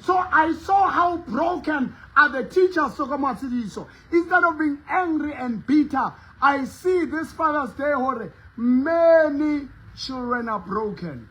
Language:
Southern Sotho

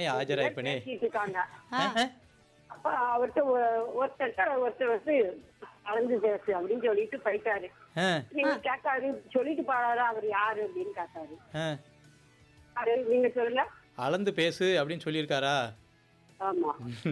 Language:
Tamil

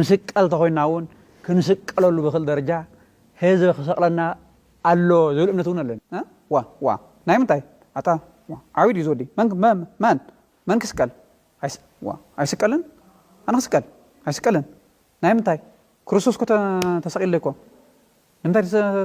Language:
Tigrinya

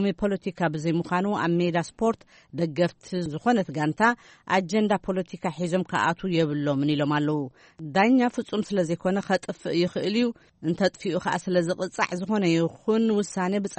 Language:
Tigrinya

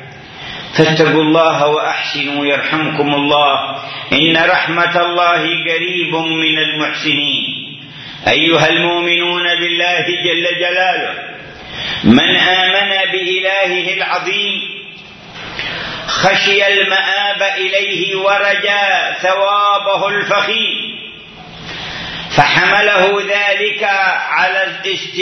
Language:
Arabic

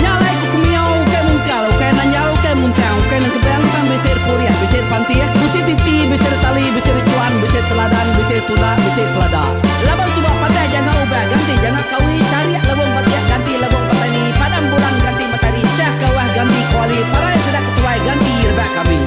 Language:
Iban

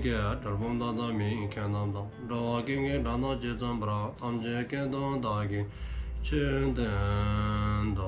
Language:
Dzongkha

